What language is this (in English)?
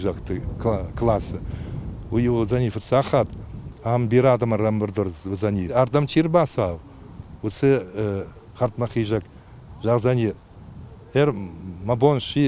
Ossetic